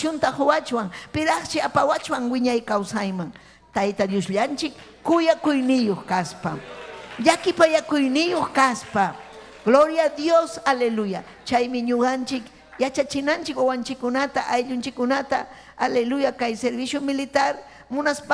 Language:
Ayacucho Quechua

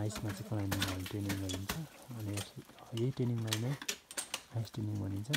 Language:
Nepali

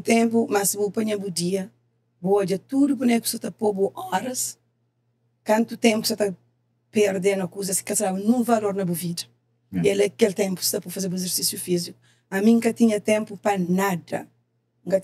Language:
Kabuverdianu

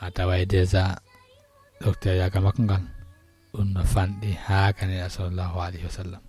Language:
Fula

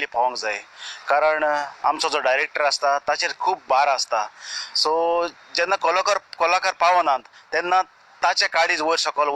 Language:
Konkani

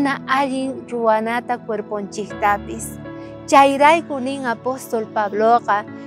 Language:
South Bolivian Quechua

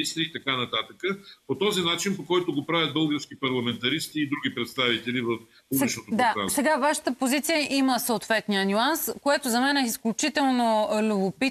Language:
Bulgarian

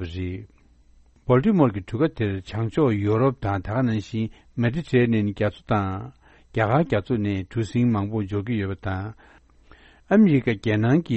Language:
Tibetan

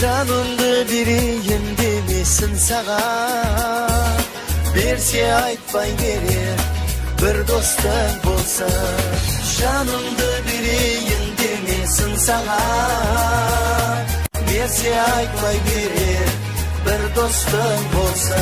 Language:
Kara-Kalpak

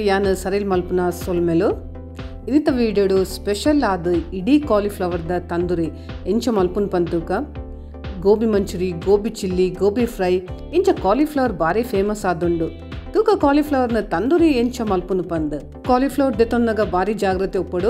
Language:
Tulu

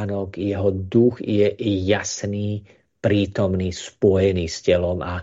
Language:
Slovak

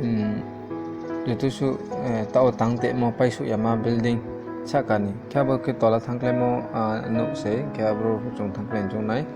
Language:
Riang (India)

